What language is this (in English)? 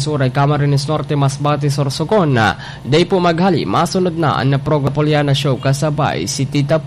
Bikol